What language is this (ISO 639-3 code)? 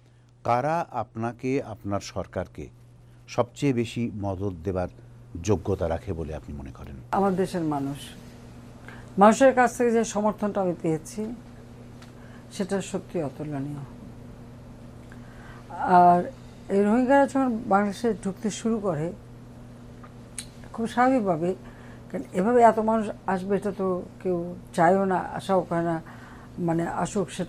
ben